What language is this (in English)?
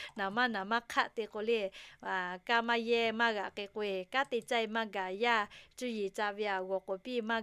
Lahu